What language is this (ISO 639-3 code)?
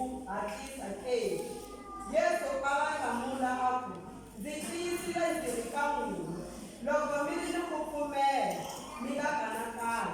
tso